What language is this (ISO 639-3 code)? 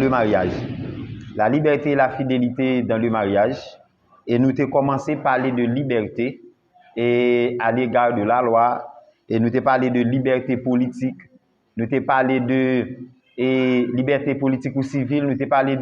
hat